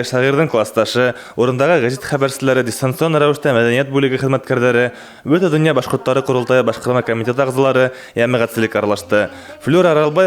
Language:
Bashkir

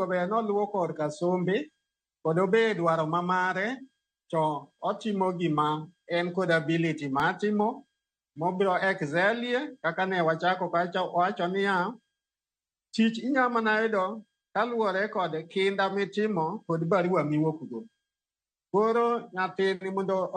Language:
Luo (Kenya and Tanzania)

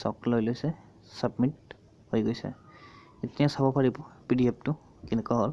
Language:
Assamese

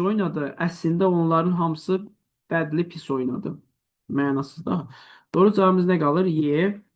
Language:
Azerbaijani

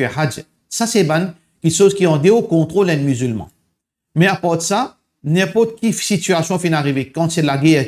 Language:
Morisyen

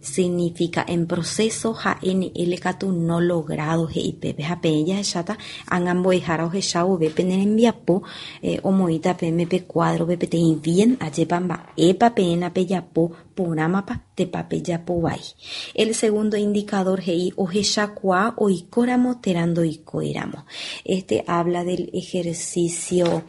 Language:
Guarani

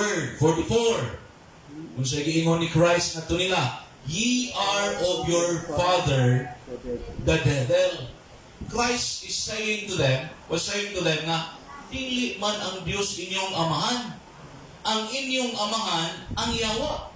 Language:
Cebuano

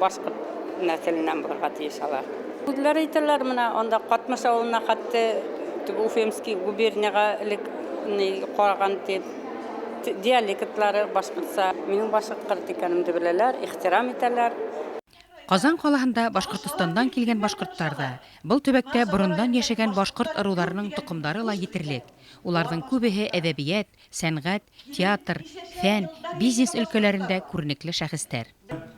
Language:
Bashkir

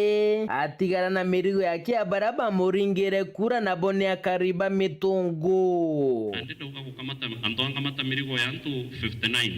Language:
Meru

